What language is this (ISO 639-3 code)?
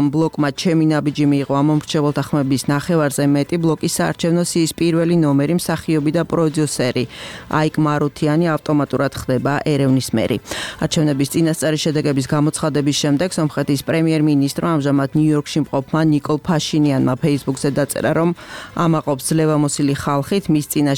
kat